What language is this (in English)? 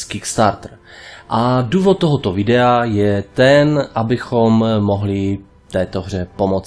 Czech